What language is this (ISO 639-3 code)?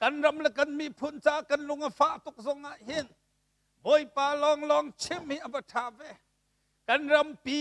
cnh